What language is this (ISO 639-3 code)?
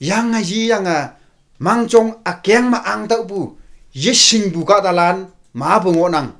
nbe